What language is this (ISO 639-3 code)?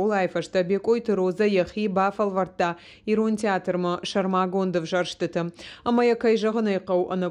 oss